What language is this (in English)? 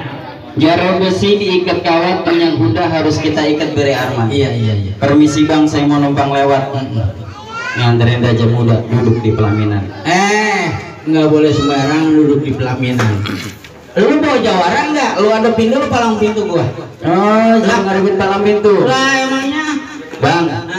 Betawi